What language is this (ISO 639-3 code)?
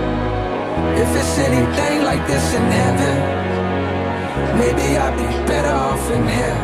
eng